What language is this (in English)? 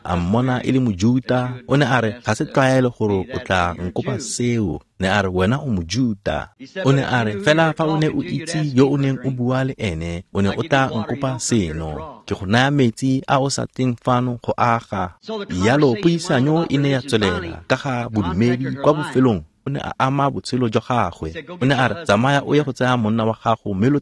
Tswana